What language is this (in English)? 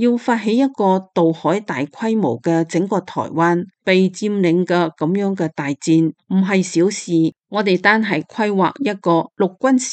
Cantonese